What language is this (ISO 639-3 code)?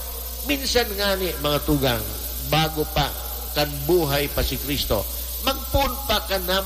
bik